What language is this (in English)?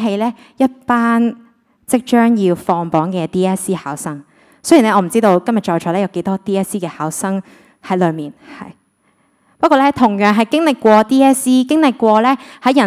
Cantonese